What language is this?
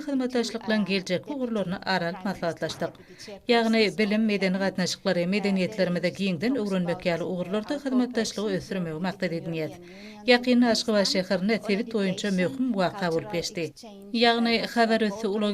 Turkmen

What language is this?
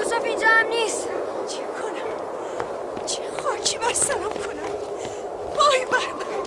Tajik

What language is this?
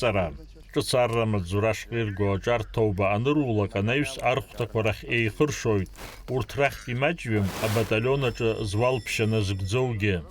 Abkhazian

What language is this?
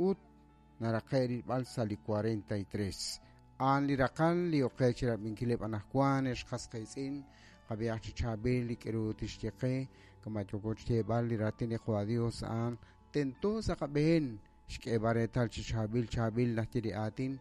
Kekchí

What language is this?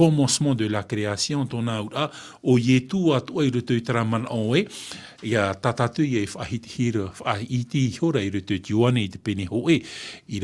Tahitian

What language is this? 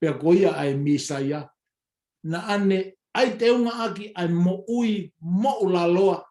Tongan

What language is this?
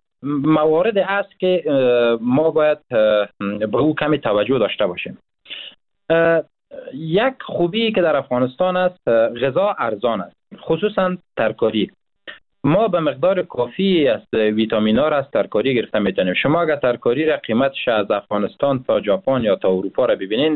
Persian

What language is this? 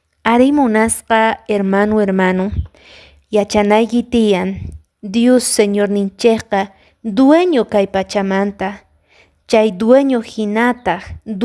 Quechua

